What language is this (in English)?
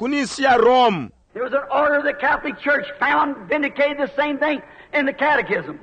Bemba